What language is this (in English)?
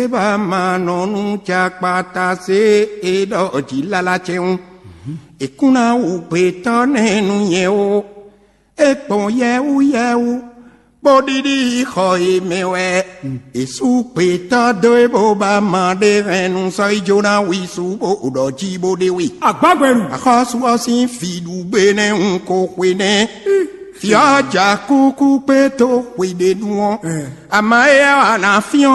Fon